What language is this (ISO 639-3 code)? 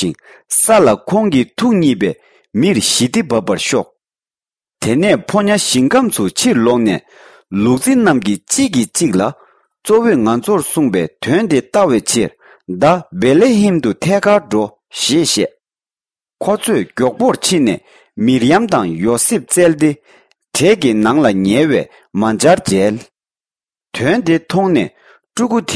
bod